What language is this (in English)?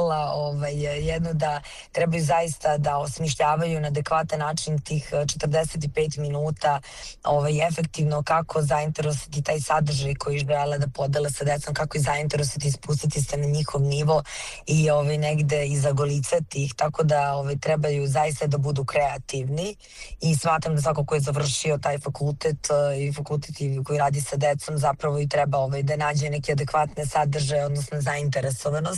Serbian